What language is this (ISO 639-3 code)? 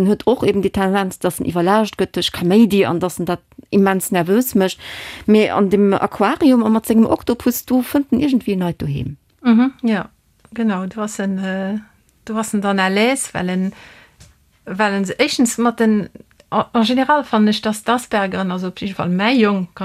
ltz